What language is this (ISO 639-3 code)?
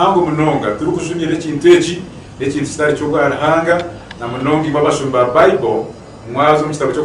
nyn